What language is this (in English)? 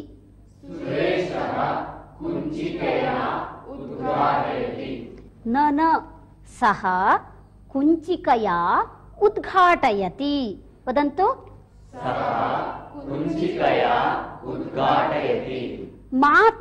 Sanskrit